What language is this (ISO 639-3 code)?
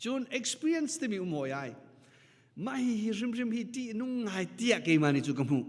cnh